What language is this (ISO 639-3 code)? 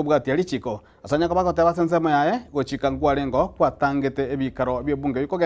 guz